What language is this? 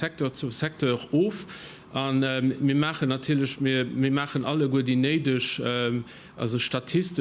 Luxembourgish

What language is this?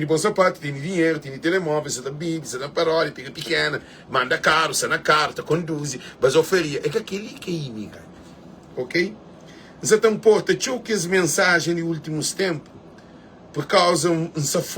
Kabuverdianu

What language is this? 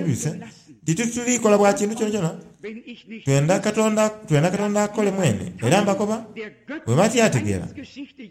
Soga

